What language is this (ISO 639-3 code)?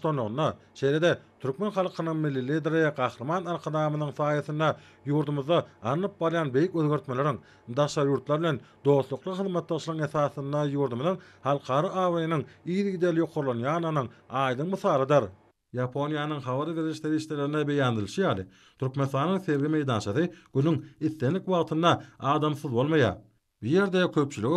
tuk